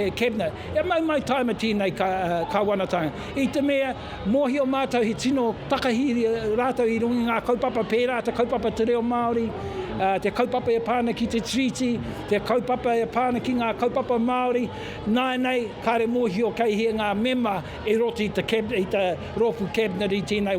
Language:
Māori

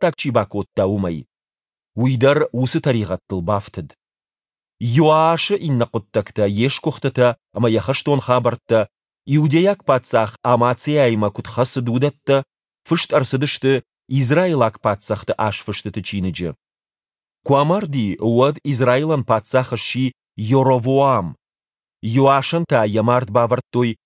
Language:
Ossetic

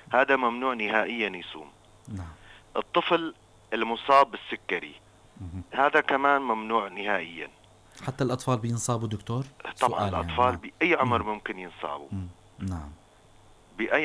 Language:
North Levantine Arabic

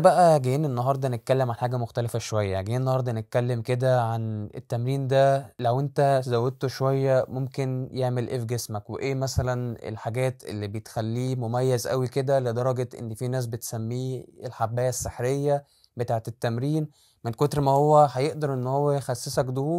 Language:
Egyptian Arabic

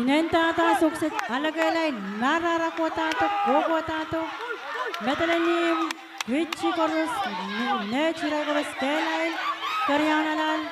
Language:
Pohnpeian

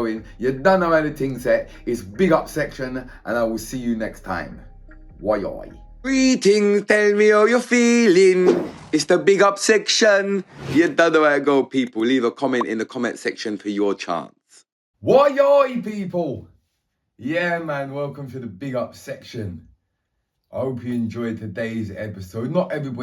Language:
Jamaican Creole English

